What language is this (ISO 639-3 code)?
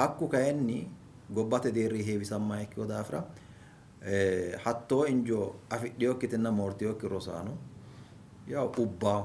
sid